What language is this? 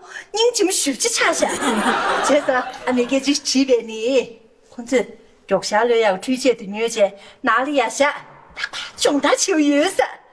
Tibetan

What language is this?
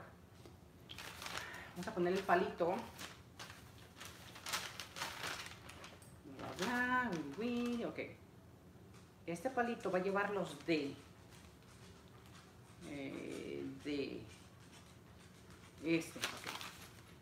Spanish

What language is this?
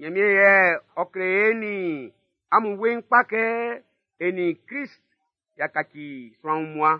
Baoulé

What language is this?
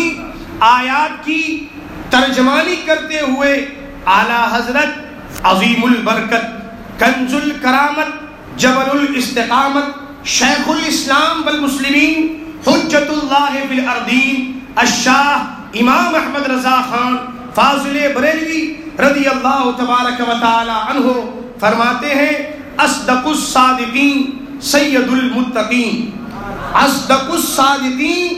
Urdu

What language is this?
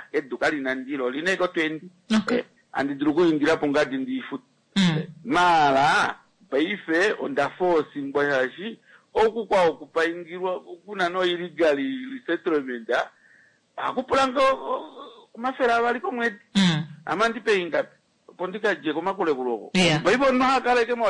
Kuanyama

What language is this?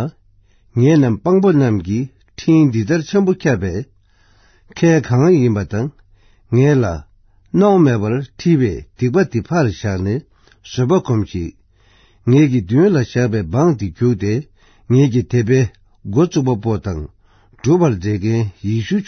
Tibetan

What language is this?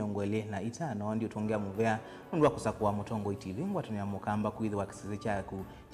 Kamba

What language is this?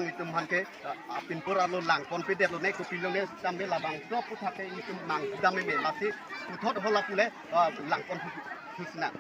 Karbi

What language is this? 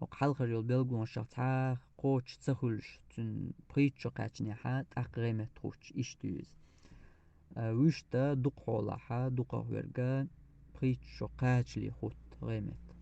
Chechen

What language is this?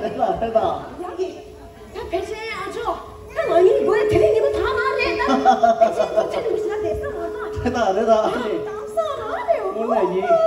Tibetan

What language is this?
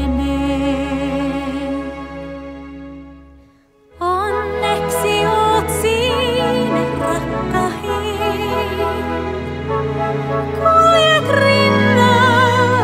Finnish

